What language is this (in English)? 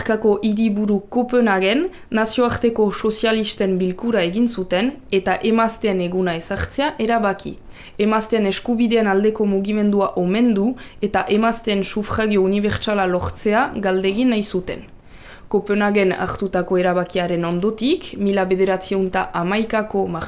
Basque